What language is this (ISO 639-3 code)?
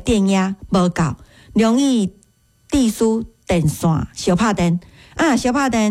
nan